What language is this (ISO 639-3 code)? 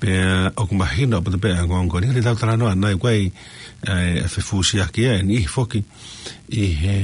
ton